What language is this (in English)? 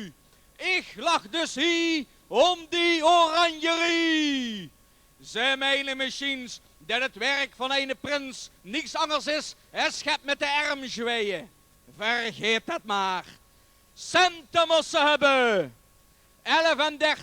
Limburgish